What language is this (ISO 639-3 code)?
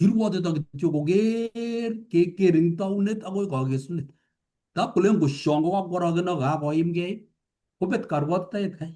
kln